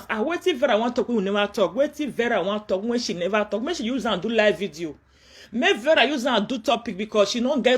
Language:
Nigerian Pidgin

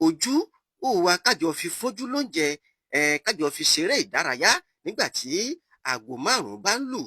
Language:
Yoruba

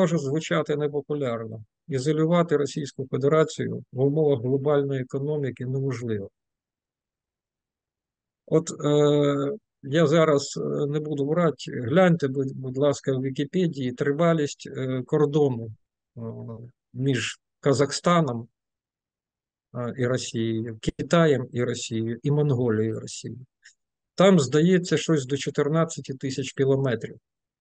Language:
Ukrainian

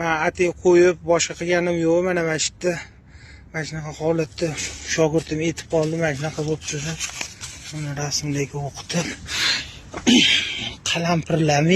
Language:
Uzbek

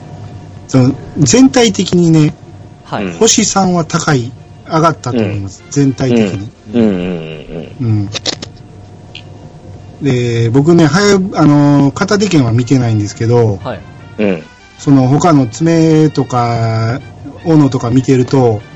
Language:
Japanese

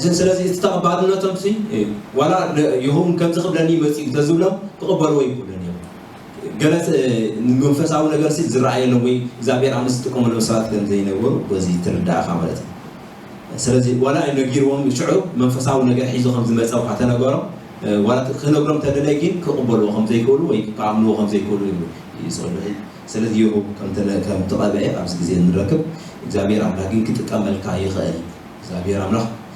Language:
Tigrinya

